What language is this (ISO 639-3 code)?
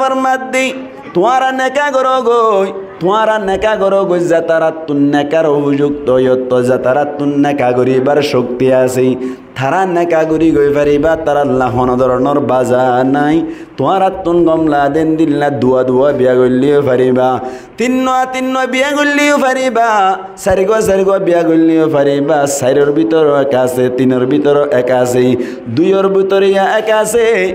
rhg